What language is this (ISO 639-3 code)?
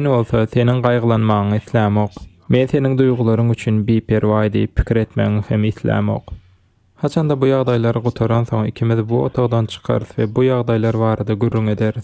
tuk